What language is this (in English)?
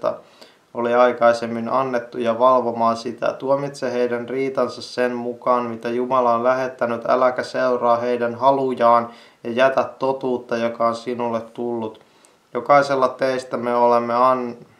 Finnish